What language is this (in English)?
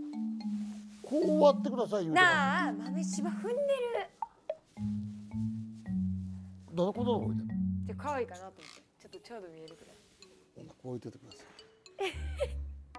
Japanese